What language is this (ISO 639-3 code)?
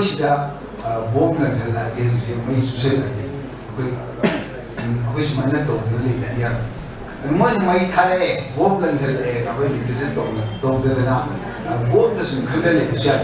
mni